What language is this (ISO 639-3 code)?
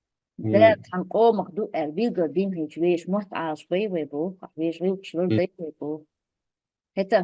che